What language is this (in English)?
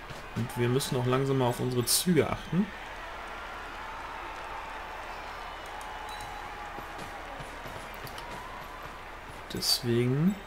German